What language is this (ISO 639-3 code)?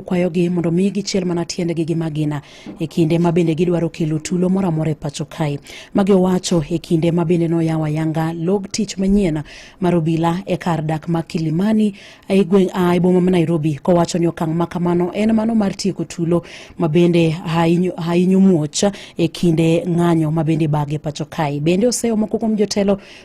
luo